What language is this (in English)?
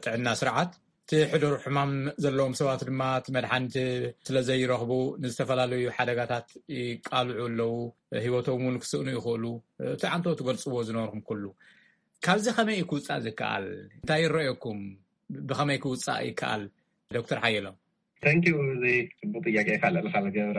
Tigrinya